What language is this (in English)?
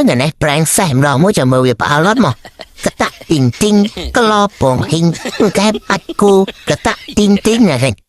Khmer